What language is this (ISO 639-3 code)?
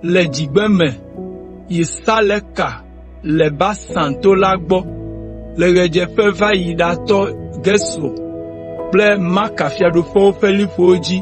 ewe